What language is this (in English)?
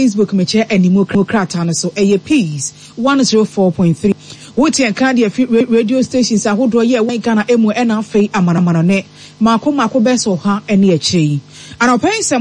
Akan